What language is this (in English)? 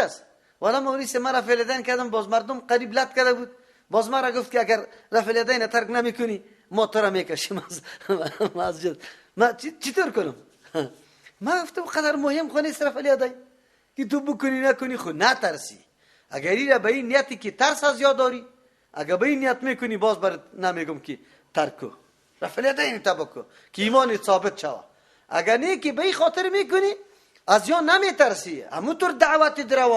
Persian